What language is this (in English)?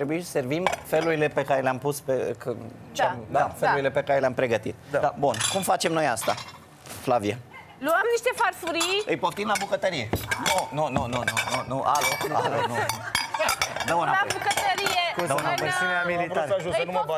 Romanian